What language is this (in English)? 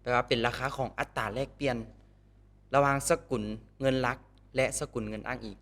Lao